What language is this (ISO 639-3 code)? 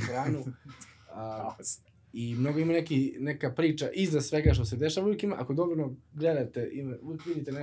srp